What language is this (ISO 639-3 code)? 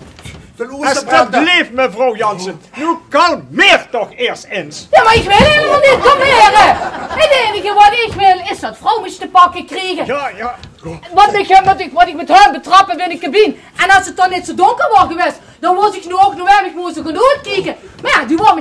lim